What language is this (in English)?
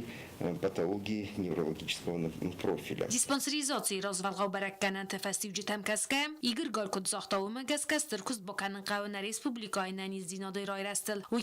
Ossetic